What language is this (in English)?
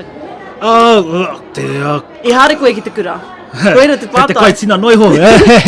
Māori